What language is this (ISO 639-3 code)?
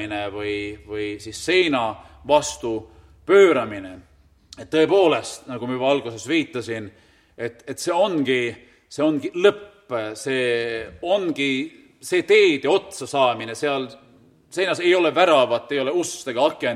est